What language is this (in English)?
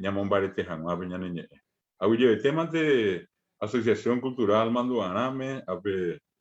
Guarani